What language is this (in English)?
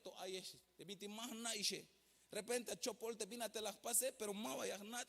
Tzeltal